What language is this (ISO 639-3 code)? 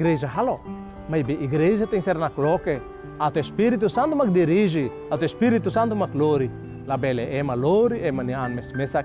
tet